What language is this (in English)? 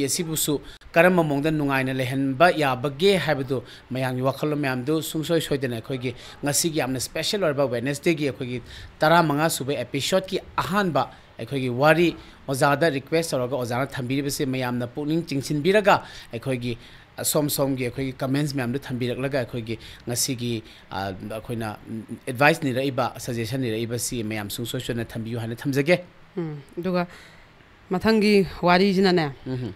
Manipuri